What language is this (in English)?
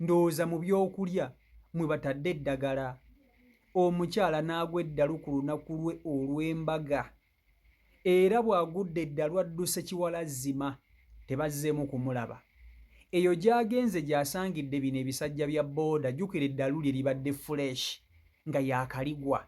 Ganda